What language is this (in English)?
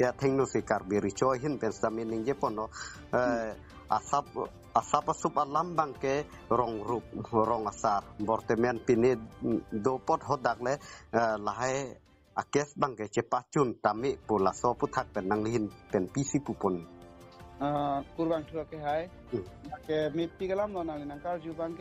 Karbi